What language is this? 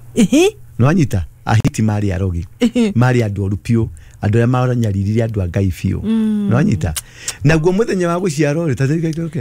Kikuyu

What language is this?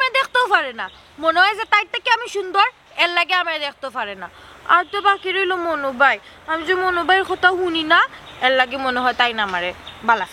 Sylheti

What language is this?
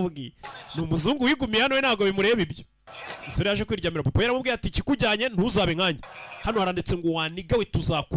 Kinyarwanda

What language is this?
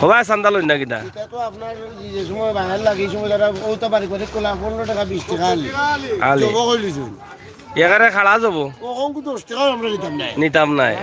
Sylheti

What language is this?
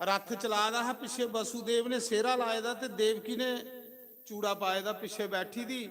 Dogri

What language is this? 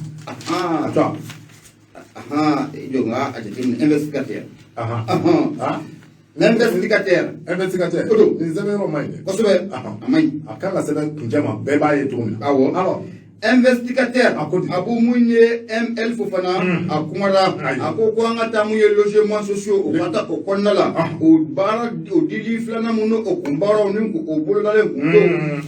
Bambara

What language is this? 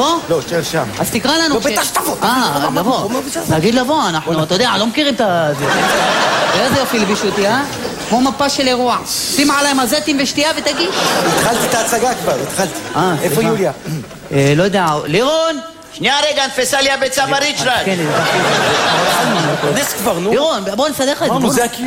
Hebrew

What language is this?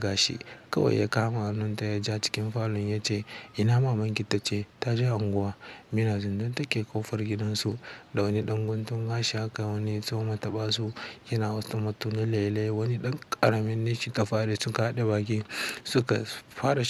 Hausa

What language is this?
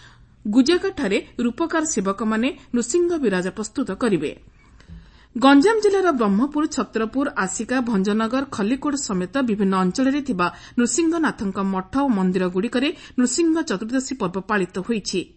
Odia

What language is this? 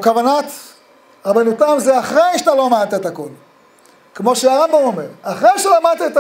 Hebrew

